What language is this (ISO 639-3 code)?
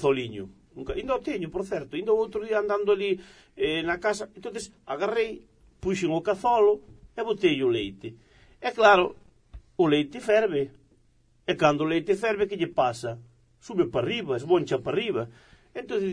glg